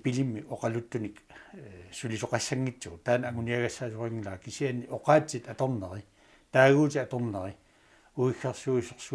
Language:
Kalaallisut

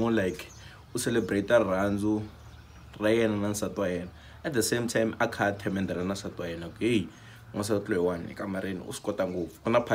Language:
Tsonga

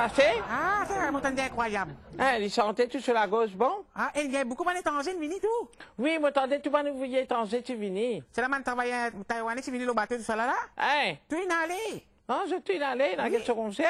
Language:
Morisyen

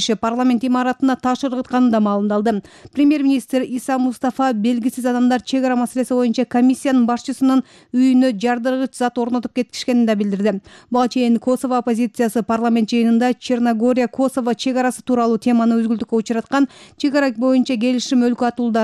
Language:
Kyrgyz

